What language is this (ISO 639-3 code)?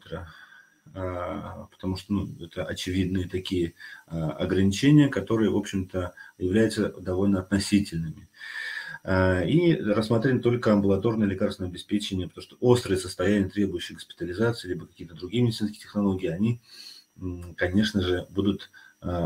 rus